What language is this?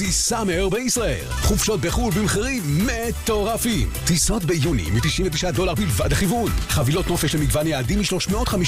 Hebrew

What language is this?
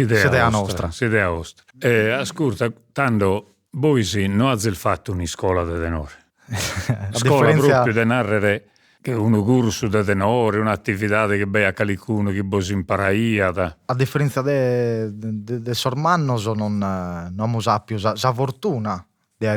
Sardinian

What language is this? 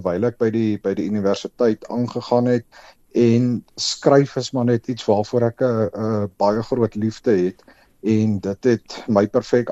Afrikaans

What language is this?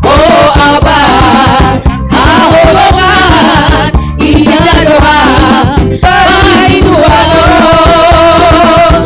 Batak Simalungun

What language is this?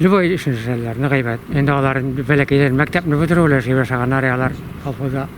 Tatar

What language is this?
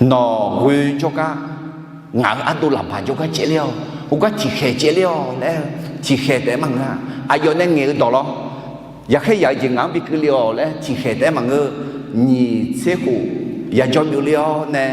Akha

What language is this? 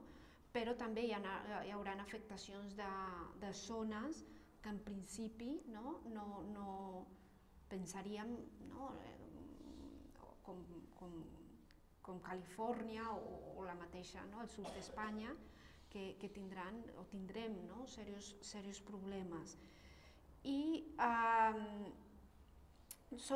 Catalan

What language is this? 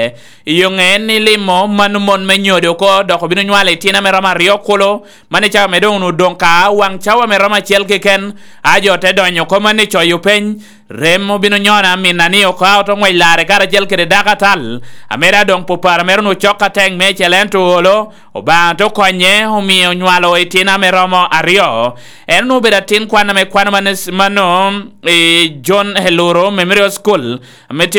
Lango (Uganda)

